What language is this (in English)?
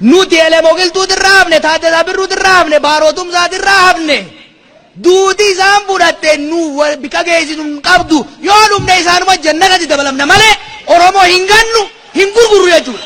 Oromo